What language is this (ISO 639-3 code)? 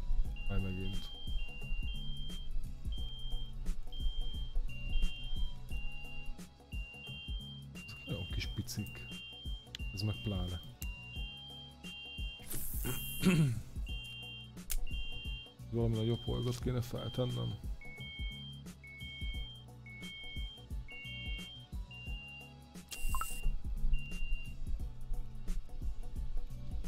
hun